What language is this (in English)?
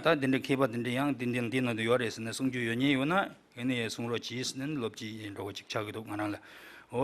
Tibetan